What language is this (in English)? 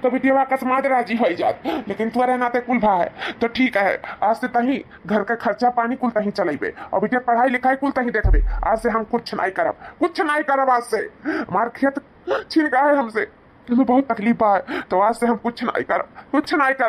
Awadhi